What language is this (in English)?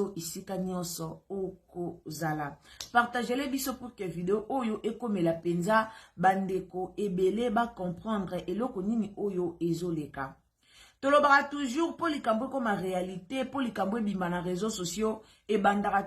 Lingala